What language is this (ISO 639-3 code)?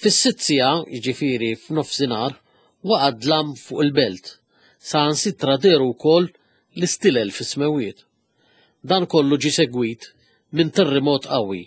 mlt